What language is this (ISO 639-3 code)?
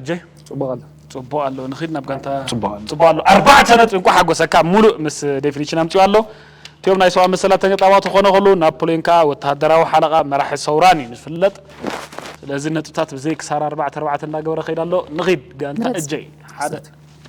tir